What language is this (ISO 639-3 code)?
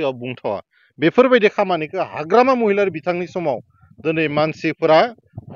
brx